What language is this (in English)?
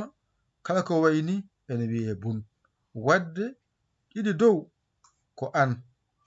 Fula